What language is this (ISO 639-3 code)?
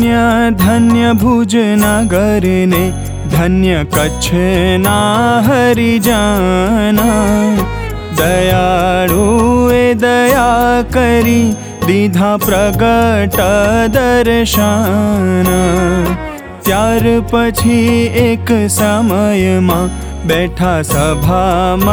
guj